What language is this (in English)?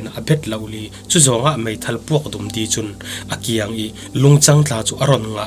Falam Chin